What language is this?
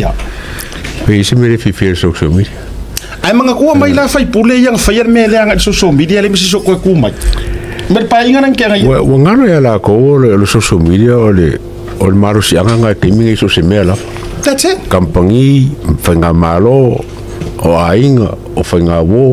Samoan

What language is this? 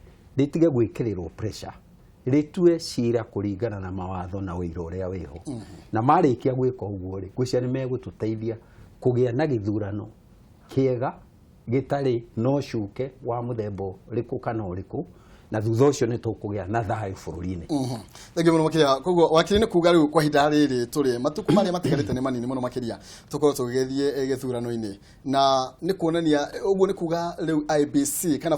Kikuyu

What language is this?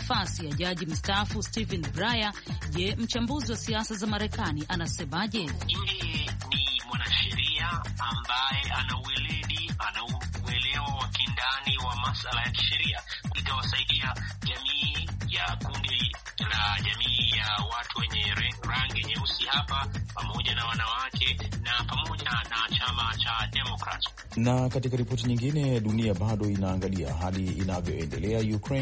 Swahili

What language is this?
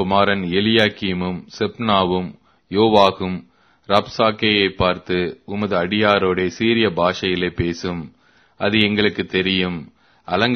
Tamil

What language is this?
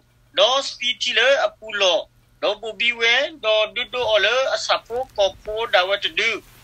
S'gaw Karen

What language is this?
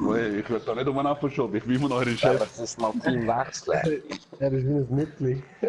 Swiss German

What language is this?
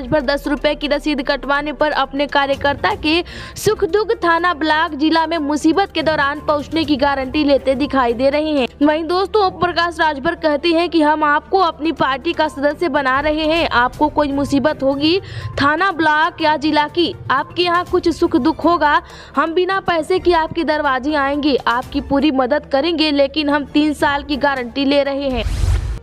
Hindi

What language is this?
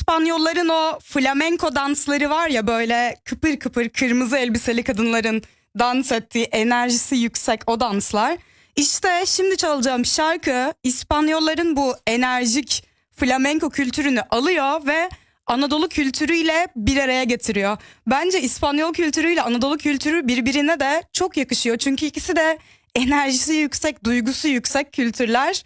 Turkish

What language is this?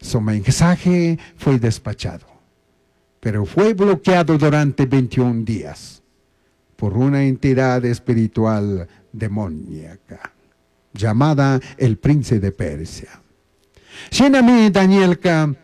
Chimborazo Highland Quichua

